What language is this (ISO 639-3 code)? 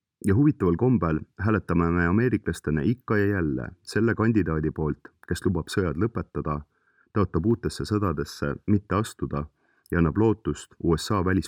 est